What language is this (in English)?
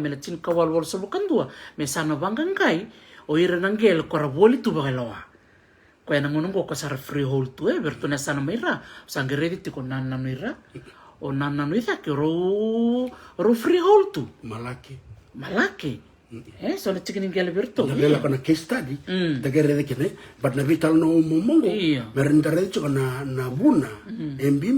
Fijian